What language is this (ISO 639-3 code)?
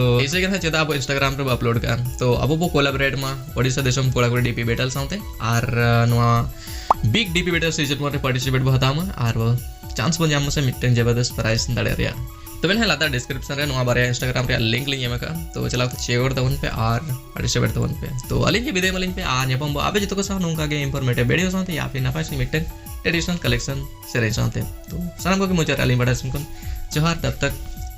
sat